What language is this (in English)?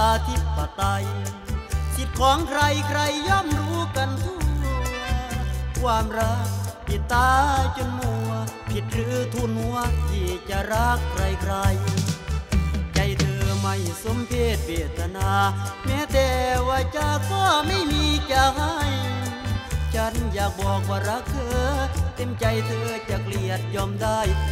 Thai